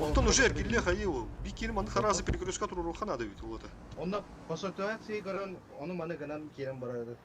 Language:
Yakut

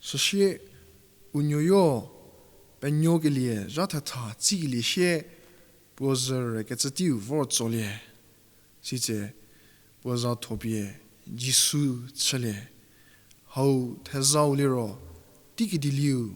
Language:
Angami Naga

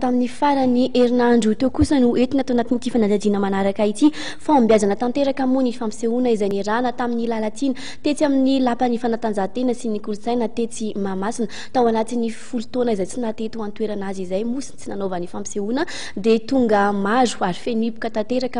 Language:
Malagasy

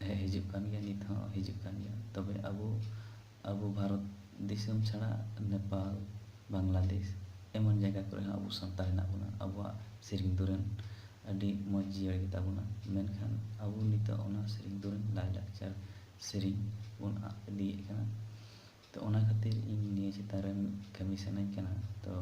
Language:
Santali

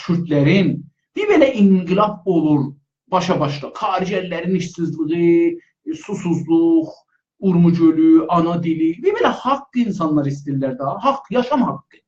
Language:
South Azerbaijani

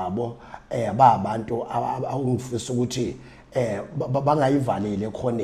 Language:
Zulu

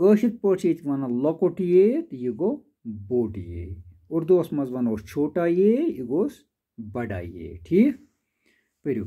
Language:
Kashmiri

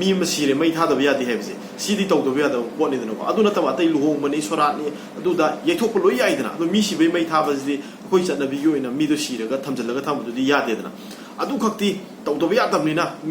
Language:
Manipuri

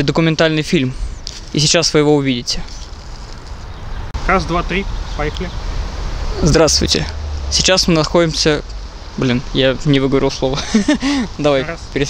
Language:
Russian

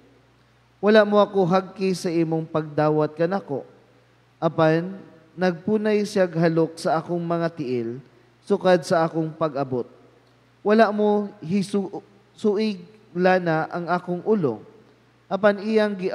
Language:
Cebuano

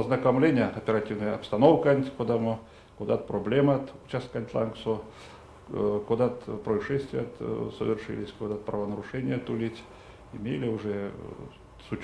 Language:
Erzya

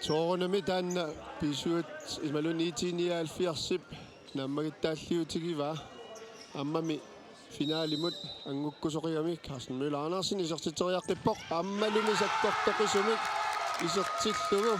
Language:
Kalaallisut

